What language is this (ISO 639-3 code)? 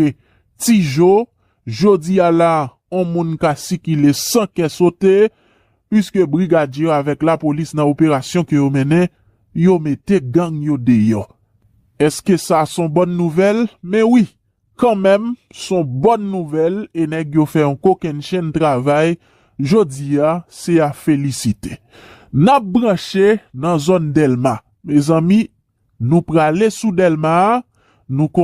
hat